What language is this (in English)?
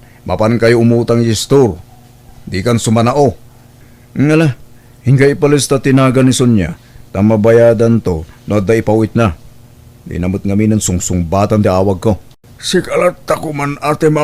Iloko